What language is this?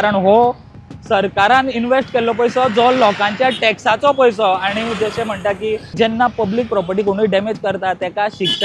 Konkani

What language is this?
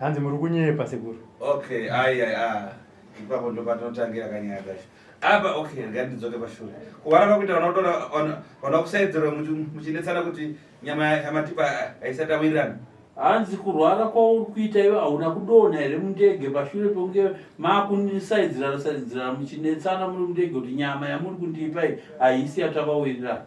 Shona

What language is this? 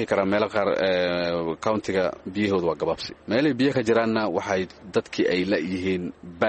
Somali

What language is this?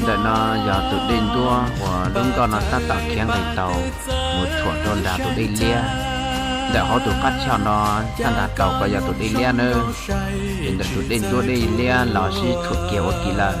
Hmong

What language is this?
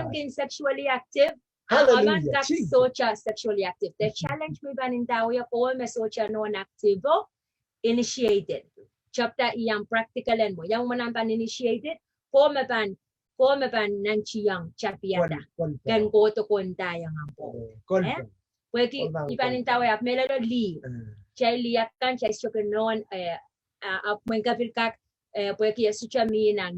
Pohnpeian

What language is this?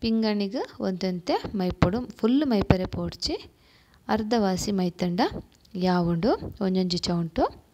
Tulu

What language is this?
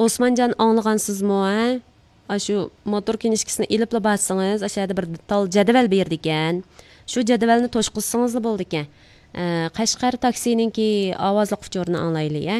Uyghur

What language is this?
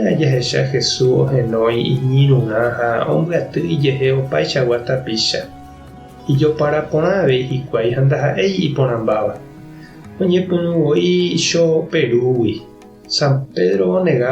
Guarani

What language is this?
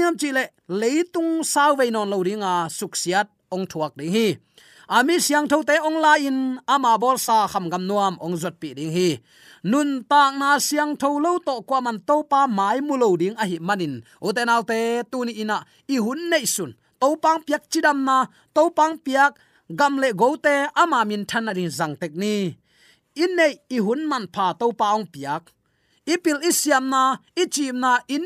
Tedim Chin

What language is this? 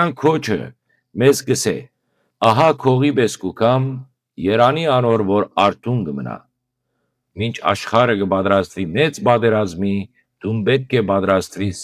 Western Armenian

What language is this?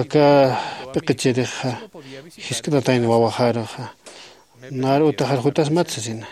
Aymara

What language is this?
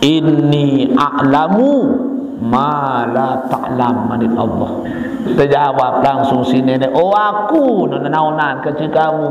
Sasak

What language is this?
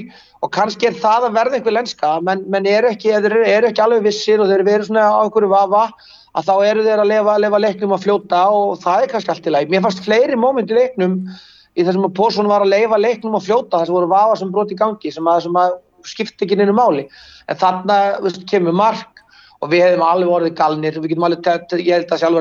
Icelandic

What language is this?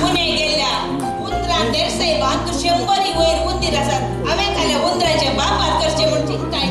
Konkani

